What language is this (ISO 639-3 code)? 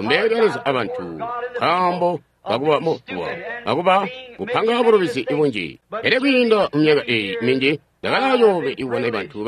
toi